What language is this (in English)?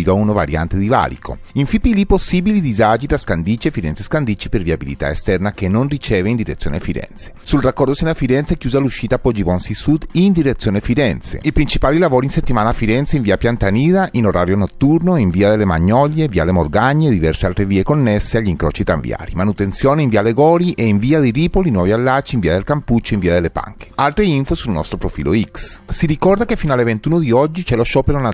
Italian